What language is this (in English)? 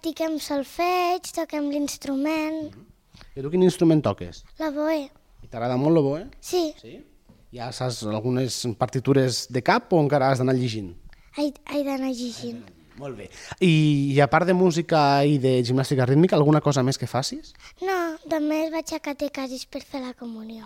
Catalan